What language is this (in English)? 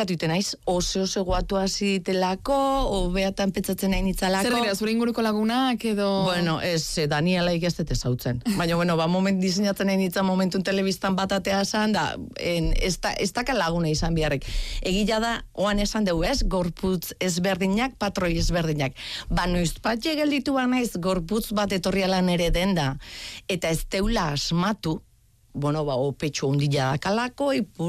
Basque